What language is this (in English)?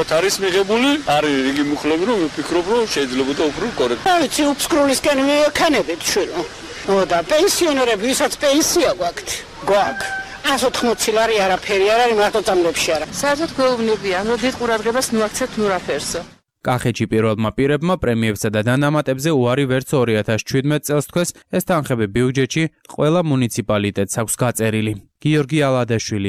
Georgian